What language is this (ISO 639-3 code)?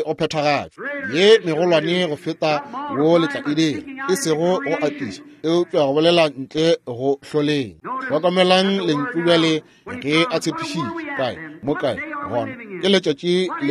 nso